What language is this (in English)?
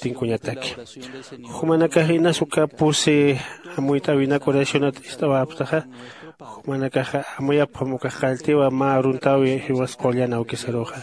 Aymara